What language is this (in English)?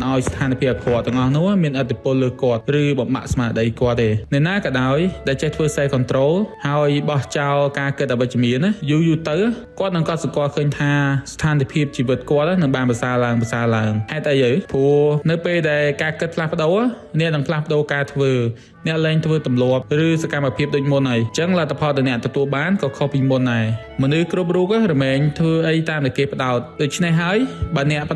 Khmer